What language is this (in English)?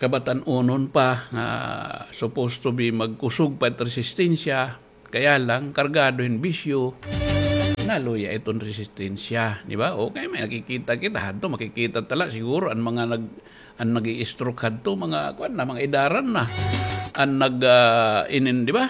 Waray